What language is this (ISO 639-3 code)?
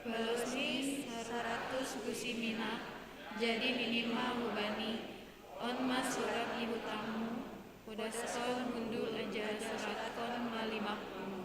bts